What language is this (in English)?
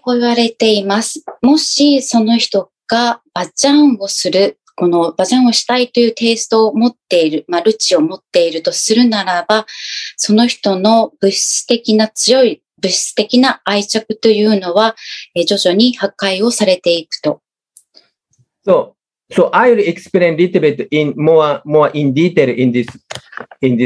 Japanese